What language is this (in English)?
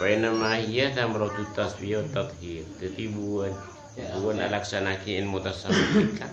Madurese